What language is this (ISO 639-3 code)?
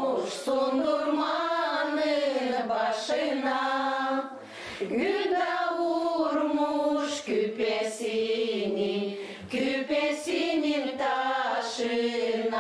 gag